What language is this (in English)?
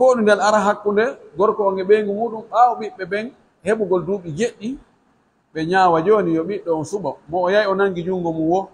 Pular